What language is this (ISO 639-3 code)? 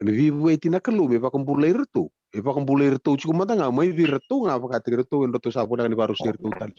fij